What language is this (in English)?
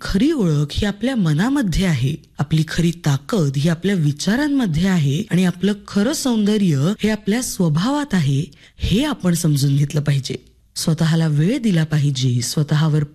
Marathi